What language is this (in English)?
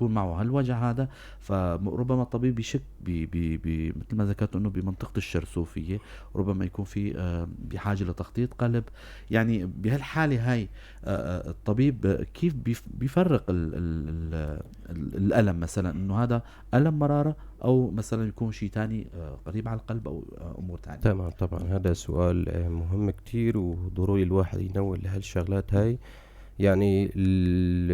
North Levantine Arabic